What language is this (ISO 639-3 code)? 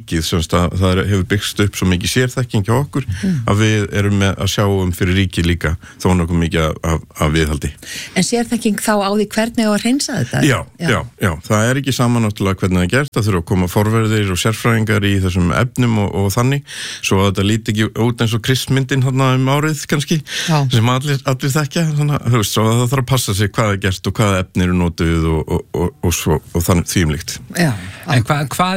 isl